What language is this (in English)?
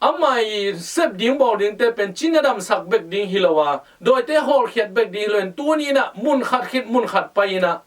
Tedim Chin